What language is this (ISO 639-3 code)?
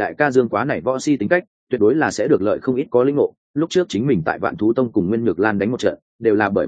vie